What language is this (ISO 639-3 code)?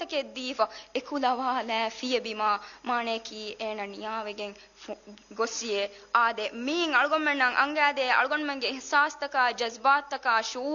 div